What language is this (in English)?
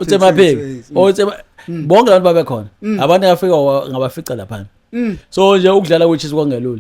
Zulu